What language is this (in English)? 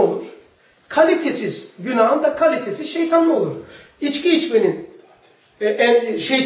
Turkish